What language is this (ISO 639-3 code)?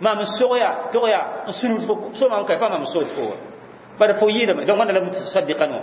mos